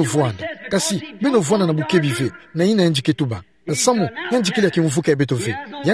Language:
Kituba (Democratic Republic of Congo)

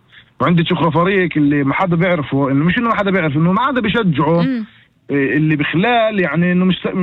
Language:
North Levantine Arabic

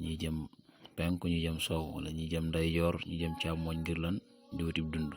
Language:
Wolof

